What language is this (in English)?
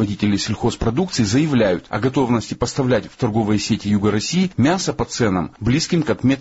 Russian